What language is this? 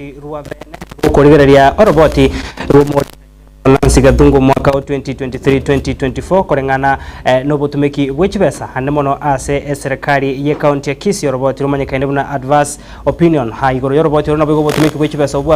Gusii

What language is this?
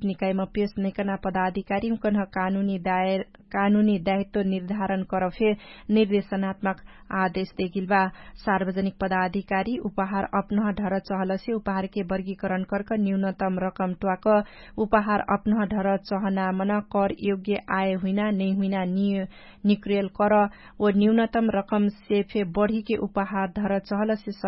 Dangaura Tharu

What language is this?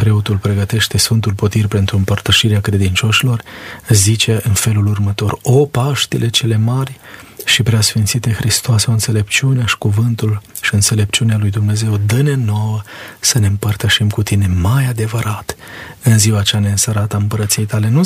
Romanian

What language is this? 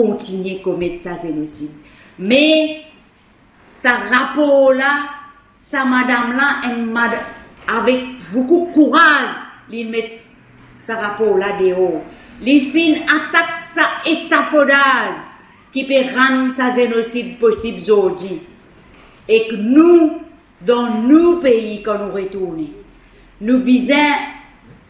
Morisyen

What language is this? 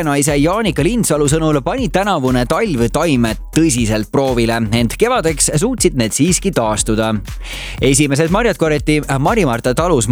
Estonian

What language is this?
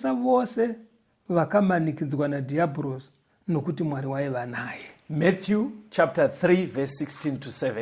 Shona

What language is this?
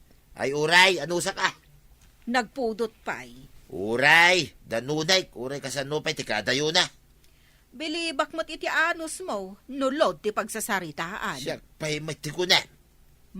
Iloko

